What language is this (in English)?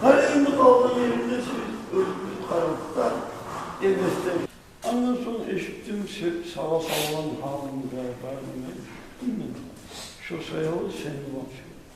Kumyk